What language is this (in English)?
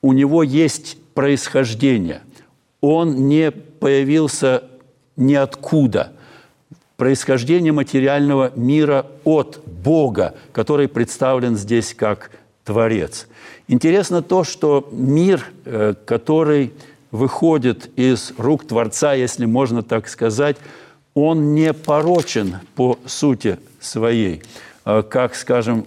Russian